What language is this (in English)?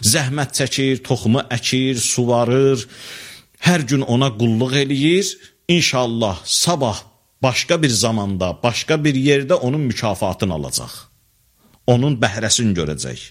Azerbaijani